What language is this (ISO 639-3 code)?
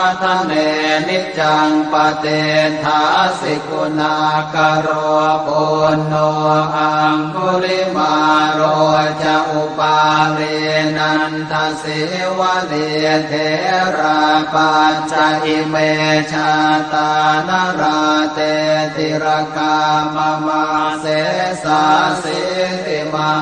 pli